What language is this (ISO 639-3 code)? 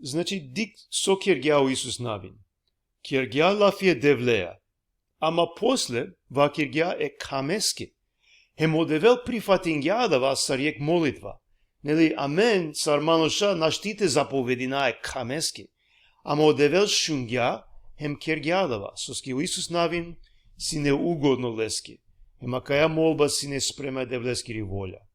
rmn